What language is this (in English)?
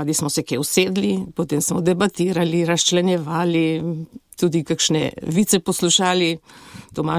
Slovenian